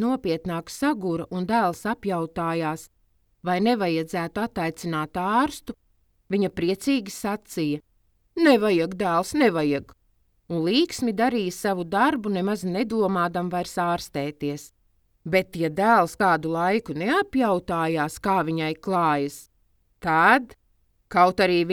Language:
Latvian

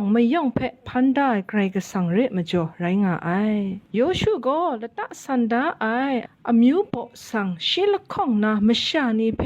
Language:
Kachin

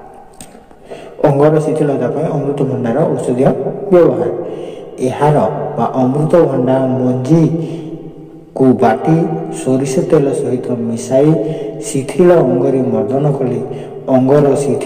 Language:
Odia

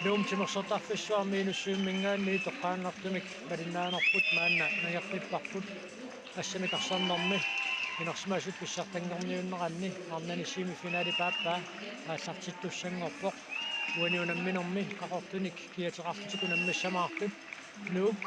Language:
Kalaallisut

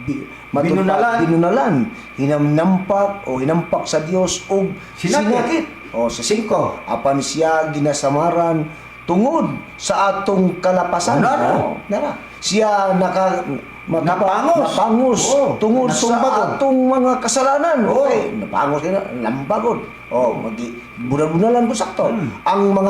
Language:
Cebuano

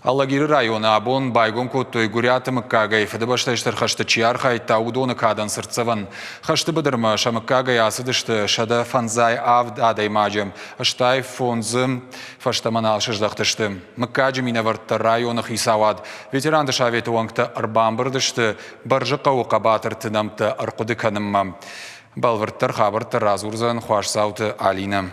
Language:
Ossetic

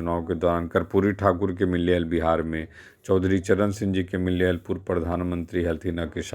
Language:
Magahi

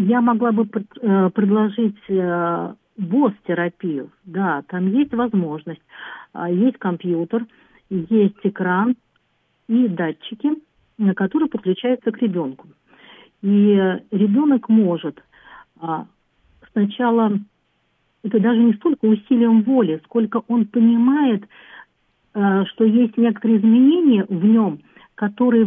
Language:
Russian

